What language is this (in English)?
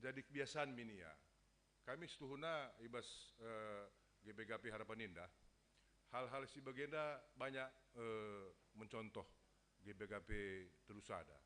Batak Karo